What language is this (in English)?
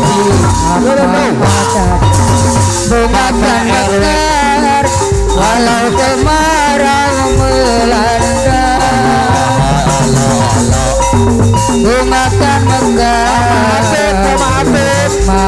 Indonesian